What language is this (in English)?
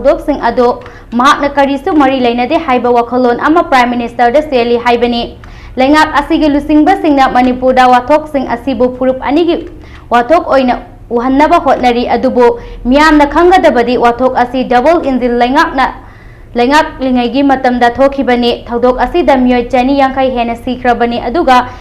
Manipuri